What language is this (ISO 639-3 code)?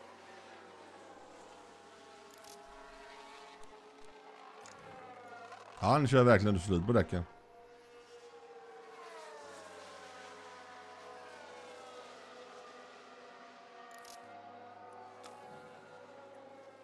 swe